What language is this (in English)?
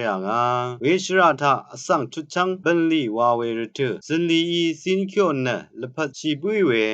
Rawang